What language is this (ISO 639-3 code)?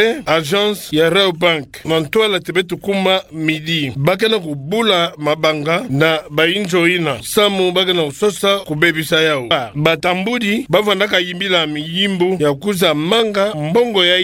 ktu